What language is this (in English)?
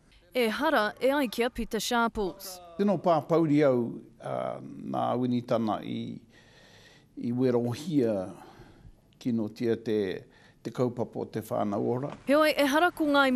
Māori